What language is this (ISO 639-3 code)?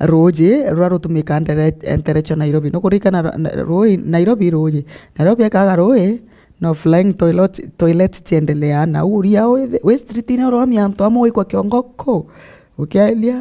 mer